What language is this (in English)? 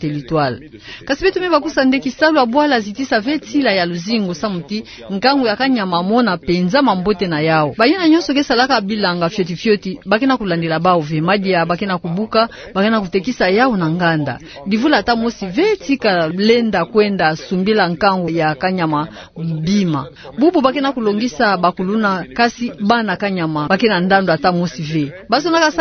Kituba (Democratic Republic of Congo)